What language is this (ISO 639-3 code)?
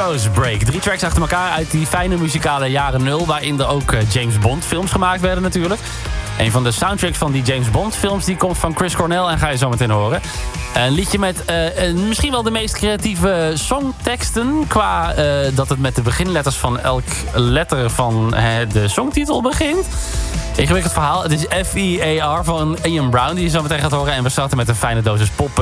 nld